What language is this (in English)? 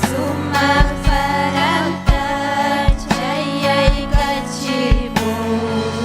Ayacucho Quechua